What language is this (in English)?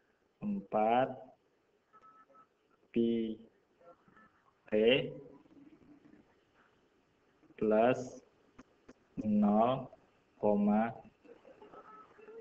Indonesian